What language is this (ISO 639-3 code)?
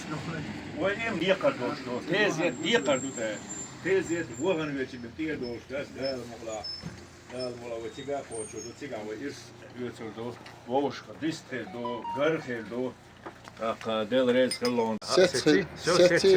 che